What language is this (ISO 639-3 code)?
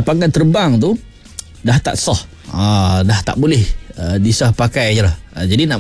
msa